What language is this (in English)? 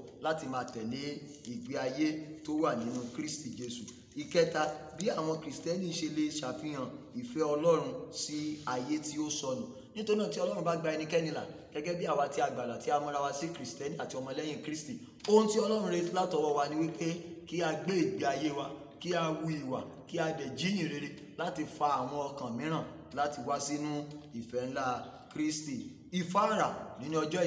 Yoruba